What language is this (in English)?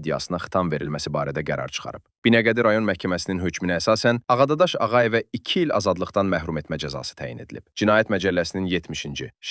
Azerbaijani